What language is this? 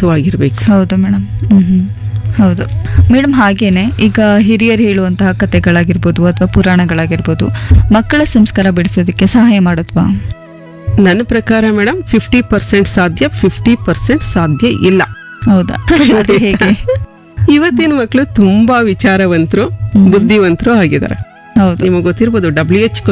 Kannada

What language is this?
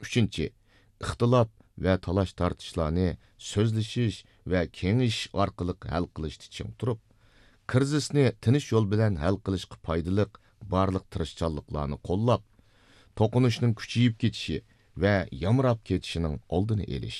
Uyghur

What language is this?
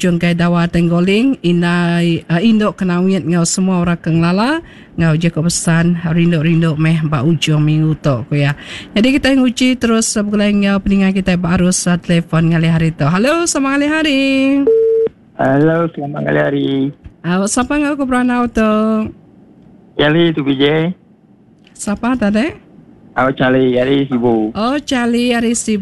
Iban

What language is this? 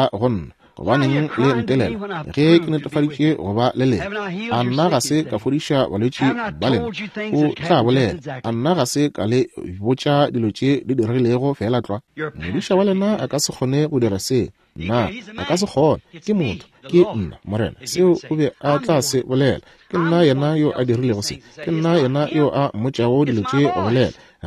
Northern Sotho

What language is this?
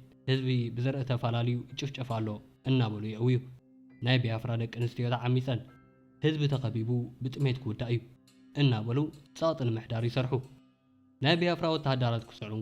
Tigrinya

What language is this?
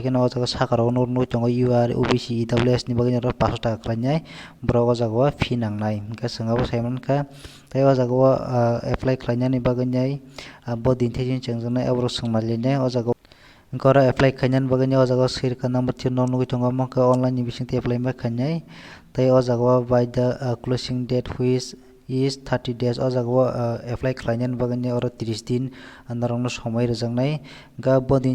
Kok Borok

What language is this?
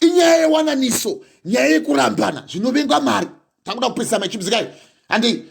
Shona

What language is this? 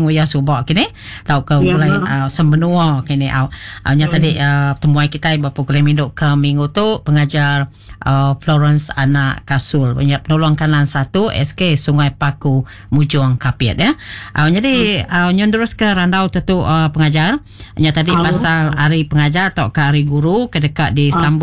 Iban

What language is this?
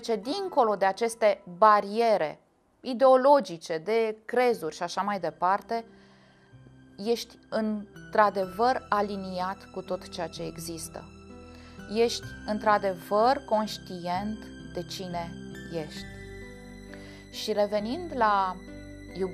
Romanian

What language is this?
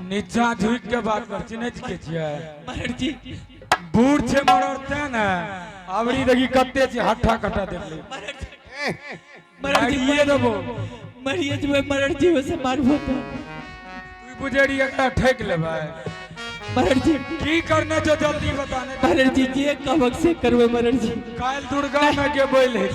Angika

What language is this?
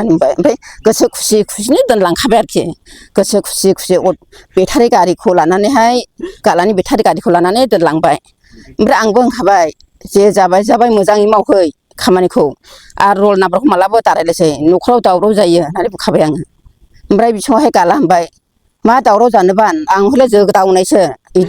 Bodo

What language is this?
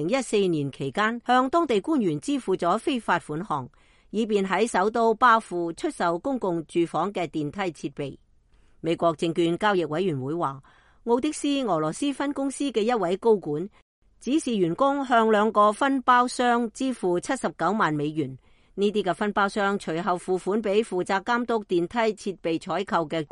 Cantonese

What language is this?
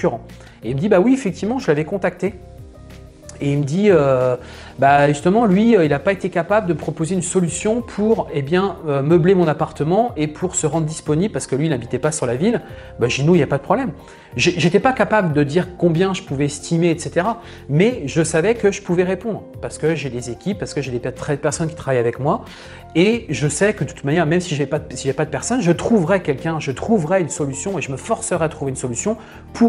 French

